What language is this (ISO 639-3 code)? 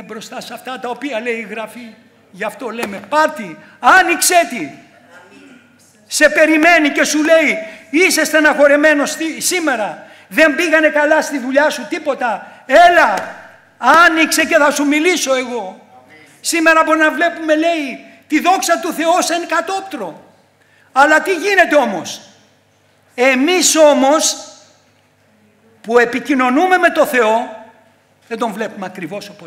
ell